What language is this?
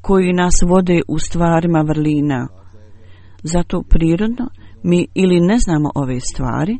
Bosnian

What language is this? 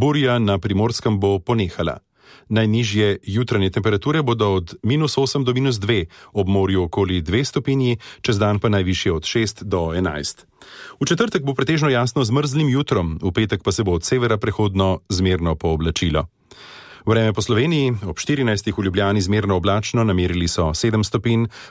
Slovenian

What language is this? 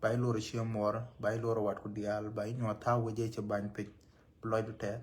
Nuer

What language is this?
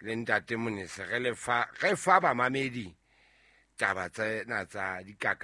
Southern Sotho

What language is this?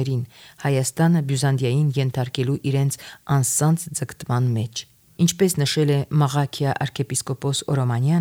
Armenian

